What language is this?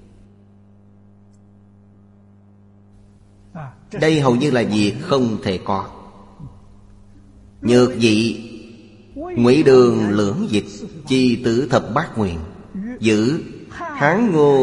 Vietnamese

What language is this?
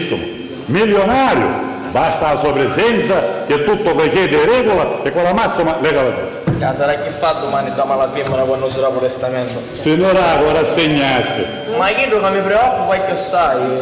Sicilian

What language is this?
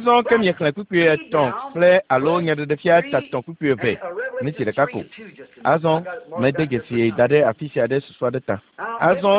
Ewe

